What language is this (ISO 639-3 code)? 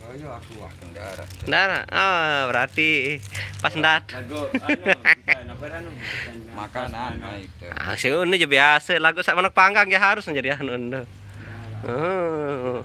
sas